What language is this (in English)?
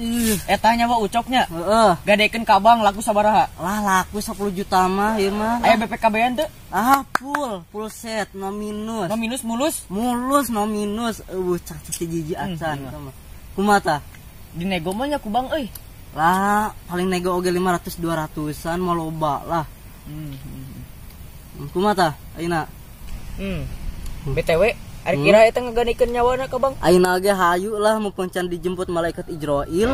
Sundanese